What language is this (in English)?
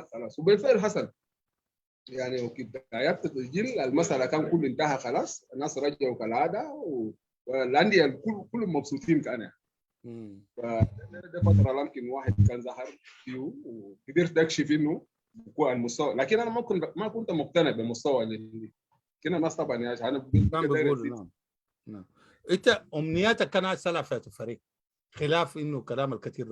Sudanese Arabic